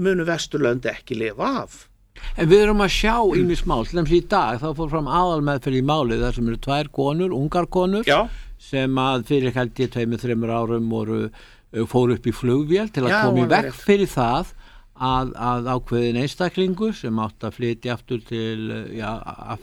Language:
Icelandic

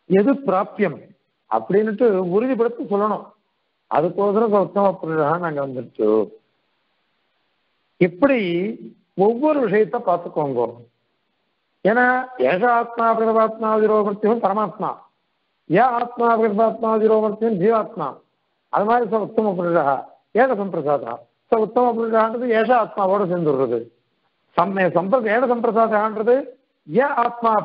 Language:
Tamil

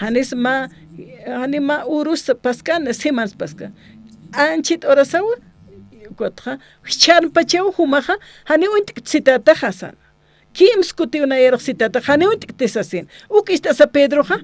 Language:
Aymara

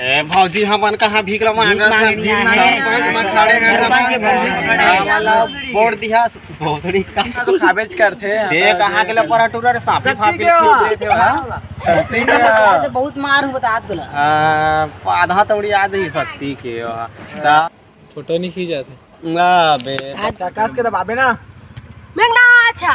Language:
Chhattisgarhi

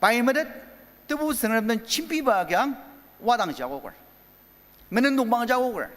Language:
Ao Naga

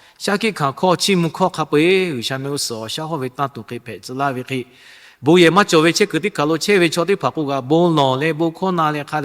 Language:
Lahu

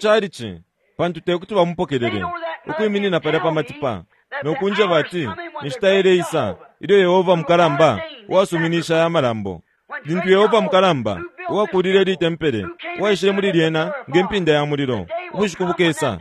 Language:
Bemba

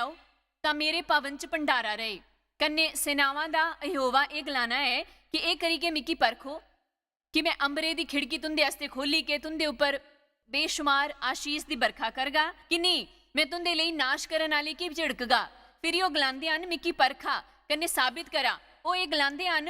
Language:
Dogri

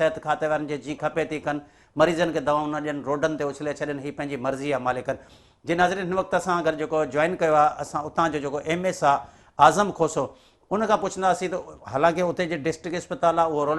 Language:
Sindhi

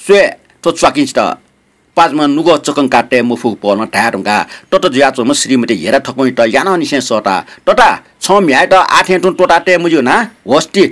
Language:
Newari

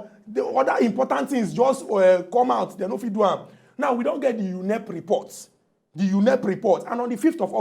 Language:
Nigerian Pidgin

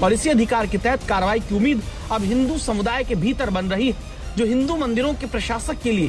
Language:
Hindi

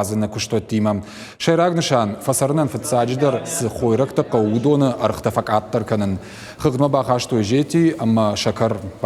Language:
Ossetic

